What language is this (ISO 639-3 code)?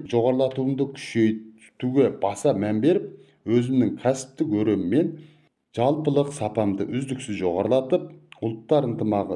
kaz